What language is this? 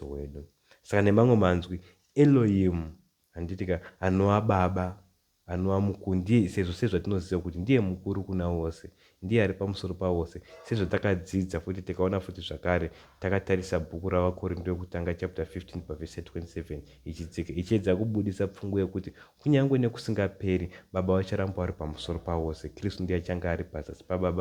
Shona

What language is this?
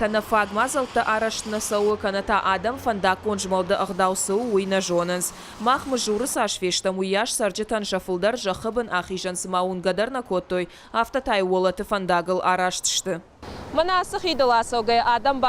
Ossetic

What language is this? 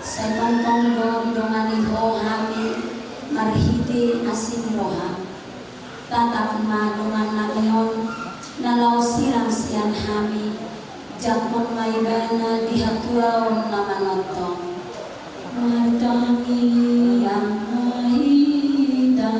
Batak Toba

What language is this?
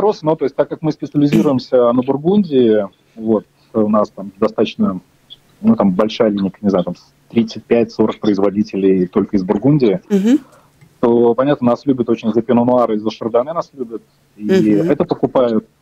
Russian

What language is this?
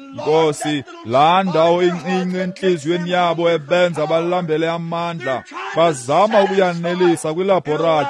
Xhosa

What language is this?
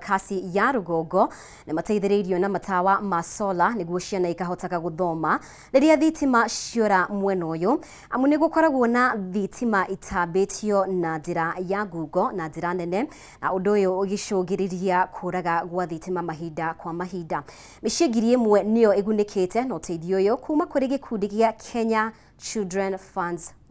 Kikuyu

